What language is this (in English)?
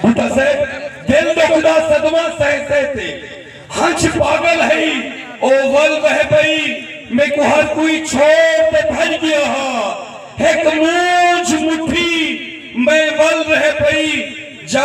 Saraiki